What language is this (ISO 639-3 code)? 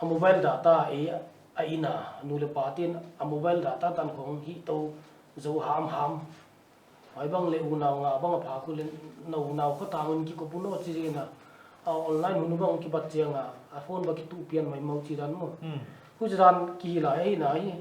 pck